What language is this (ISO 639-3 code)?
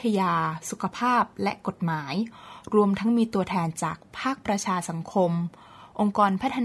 tha